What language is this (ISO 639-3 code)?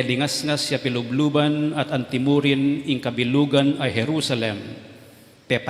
pam